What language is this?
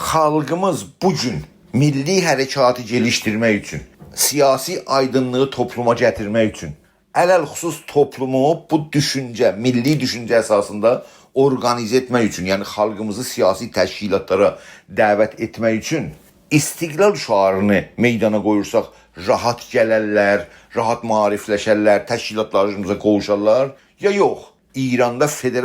South Azerbaijani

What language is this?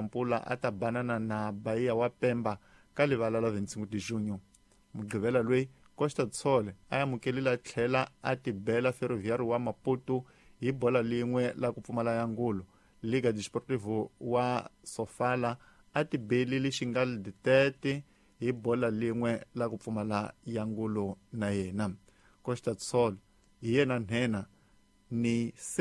Tsonga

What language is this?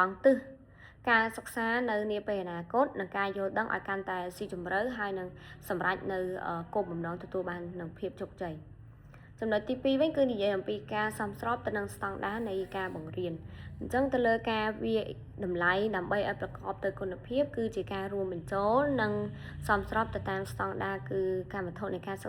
Khmer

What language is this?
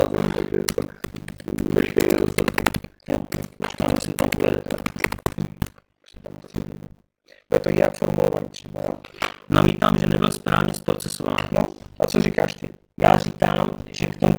Czech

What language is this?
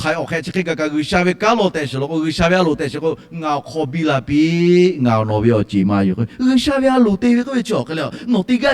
Lahu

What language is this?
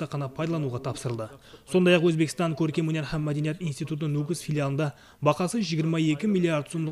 Kara-Kalpak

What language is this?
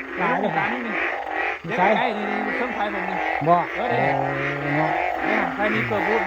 Northeastern Thai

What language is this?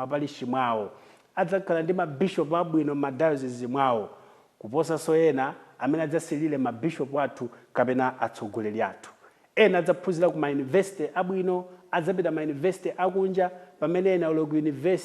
Nyanja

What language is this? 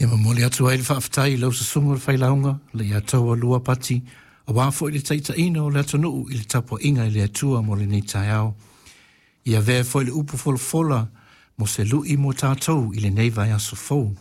Samoan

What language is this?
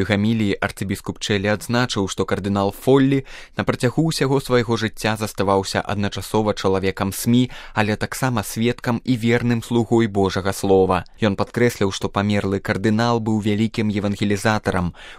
Belarusian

